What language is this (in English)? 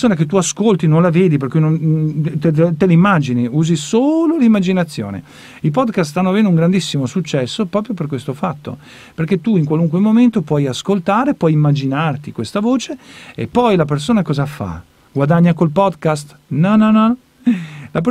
Italian